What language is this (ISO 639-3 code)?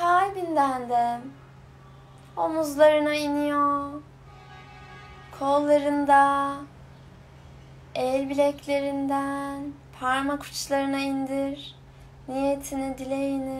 tur